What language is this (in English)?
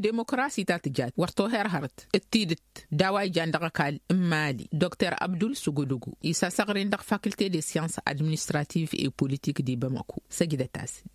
Tamasheq